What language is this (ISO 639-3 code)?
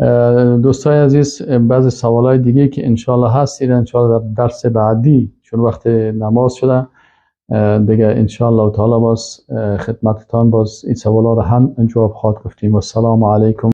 fas